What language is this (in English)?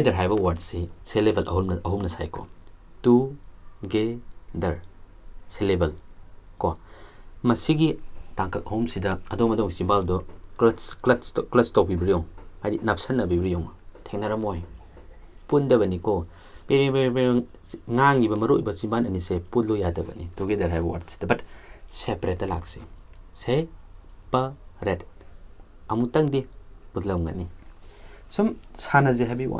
Manipuri